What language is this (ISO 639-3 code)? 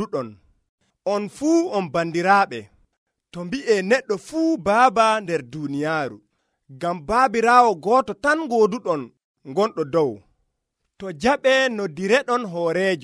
fuv